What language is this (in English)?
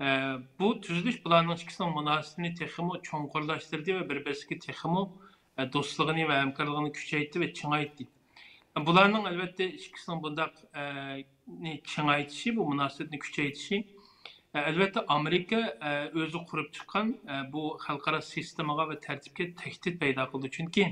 Uyghur